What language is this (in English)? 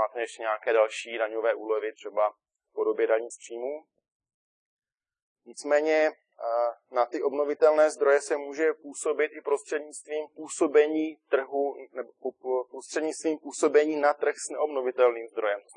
Czech